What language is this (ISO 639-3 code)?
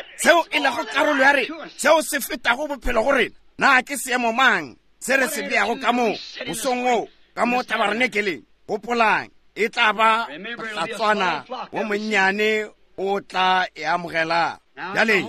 nso